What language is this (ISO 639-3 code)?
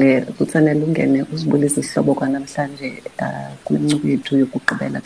xho